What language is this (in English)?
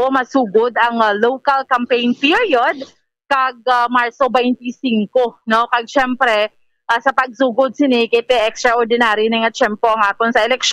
Hiligaynon